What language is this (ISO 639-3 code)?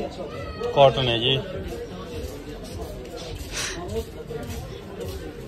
hin